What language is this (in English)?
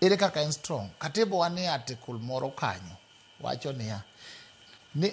Luo (Kenya and Tanzania)